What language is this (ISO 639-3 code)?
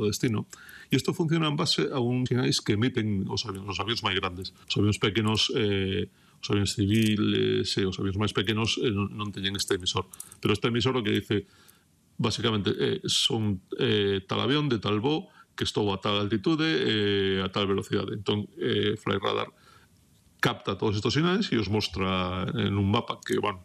glg